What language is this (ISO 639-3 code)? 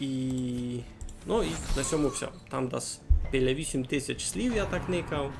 rue